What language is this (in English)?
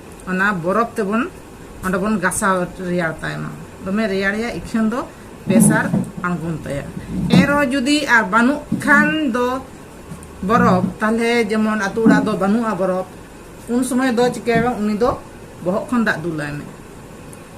Santali